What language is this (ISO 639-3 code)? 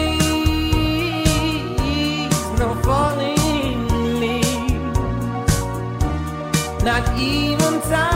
ell